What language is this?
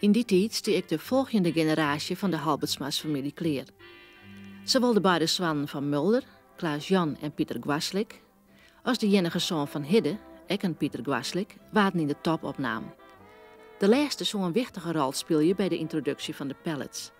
Western Frisian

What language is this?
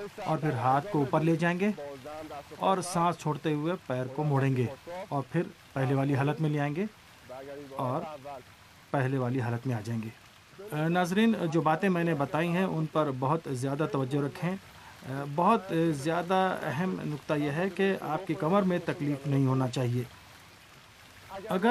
Urdu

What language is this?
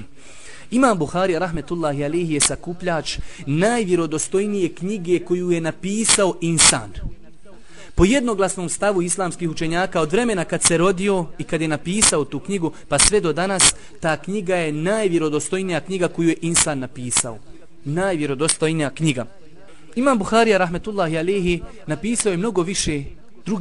Bosnian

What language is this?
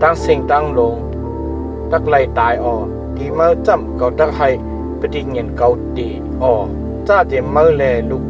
Shan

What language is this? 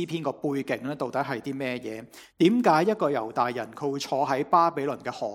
Cantonese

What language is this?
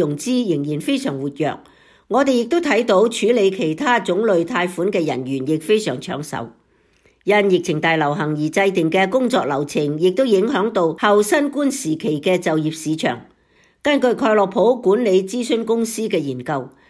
Cantonese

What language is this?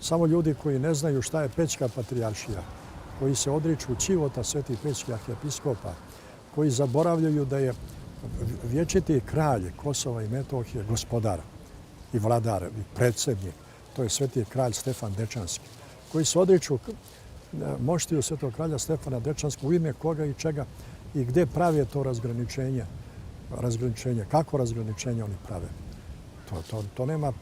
Bosnian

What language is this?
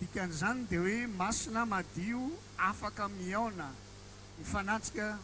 Malagasy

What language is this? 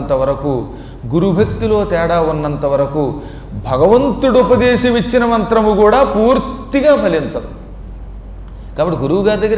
Telugu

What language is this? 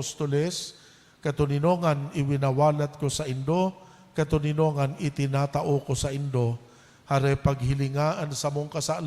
Bikol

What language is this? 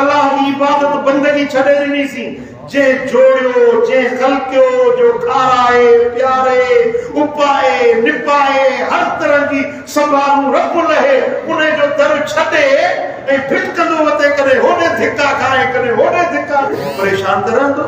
Sindhi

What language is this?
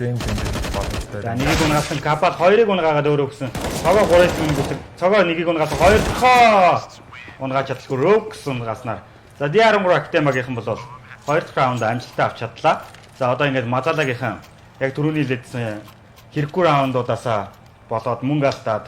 Mongolian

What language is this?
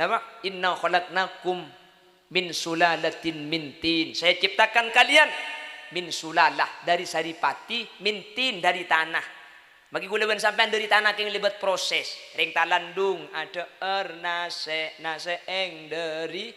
Madurese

